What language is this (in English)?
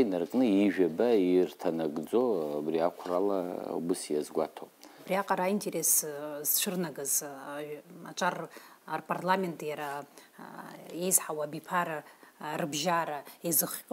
Abkhazian